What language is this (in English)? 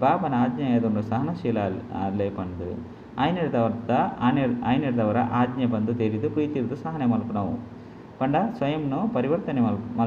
Tulu